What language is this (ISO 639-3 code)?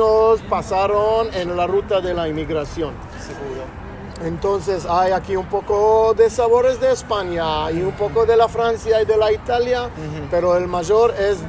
lad